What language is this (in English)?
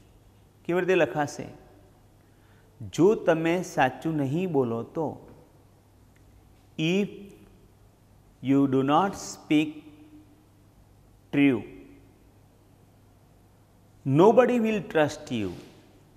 Gujarati